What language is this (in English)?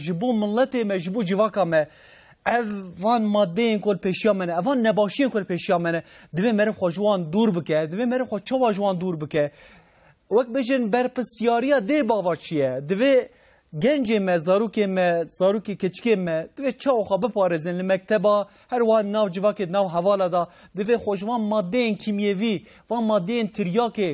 Kurdish